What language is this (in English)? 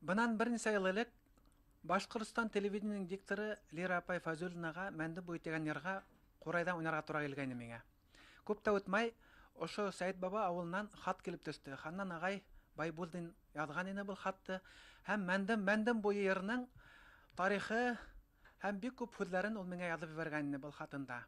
Bashkir